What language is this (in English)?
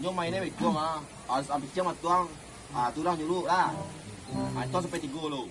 Minangkabau